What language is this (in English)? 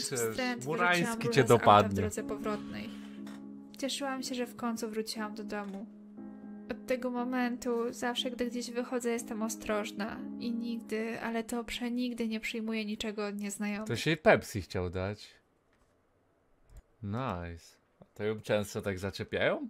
Polish